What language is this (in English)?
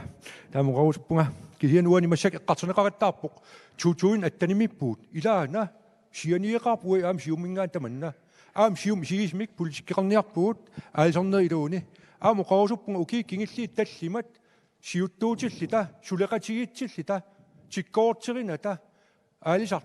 Kalaallisut